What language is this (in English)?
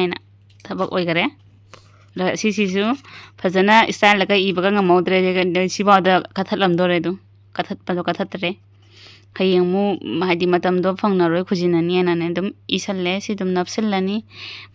Manipuri